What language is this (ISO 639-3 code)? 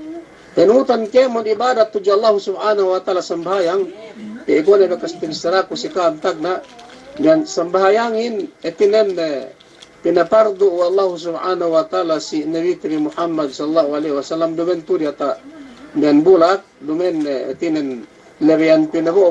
yka